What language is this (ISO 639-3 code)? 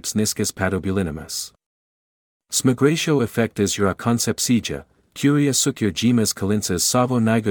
lit